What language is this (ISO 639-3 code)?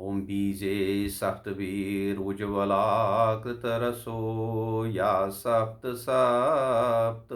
kas